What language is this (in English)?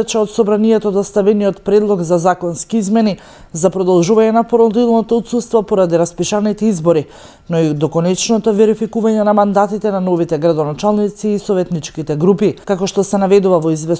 Macedonian